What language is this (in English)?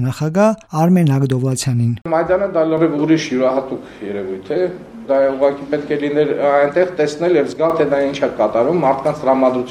Armenian